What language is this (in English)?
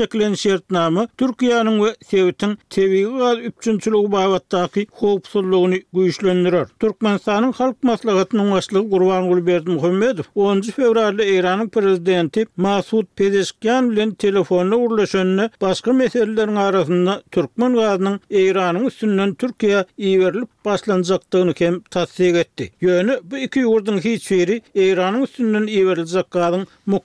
Turkmen